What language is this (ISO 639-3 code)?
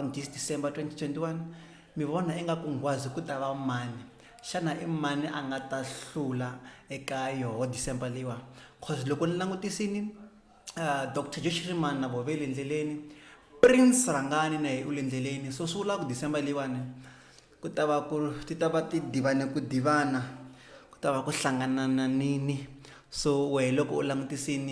tso